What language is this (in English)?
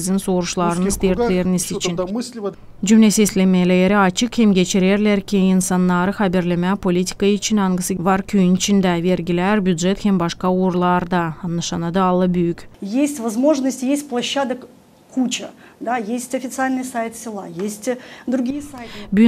Gagauz